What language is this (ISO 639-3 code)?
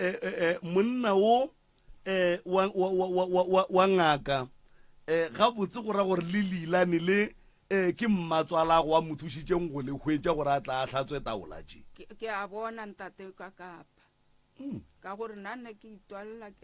nso